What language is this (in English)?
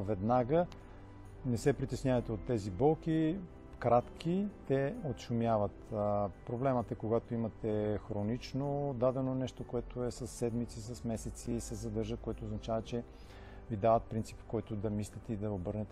Bulgarian